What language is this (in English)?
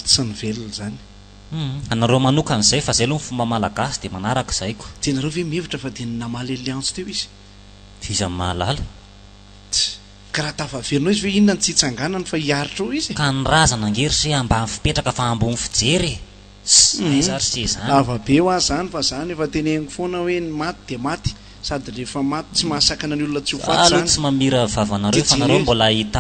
Malagasy